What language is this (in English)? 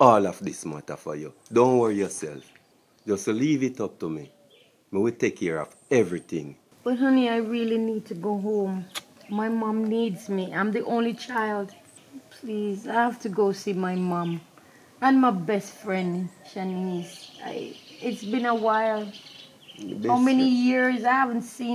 Jamaican Creole English